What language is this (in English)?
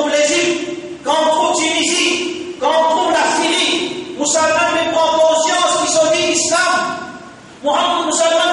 Morisyen